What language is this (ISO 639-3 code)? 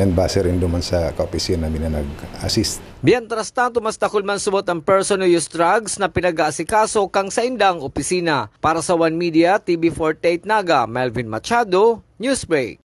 bik